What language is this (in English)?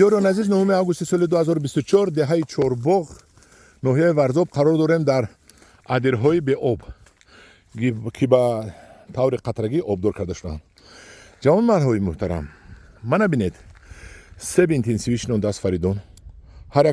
Tajik